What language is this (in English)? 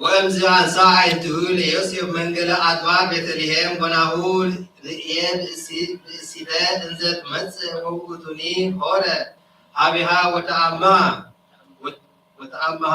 Geez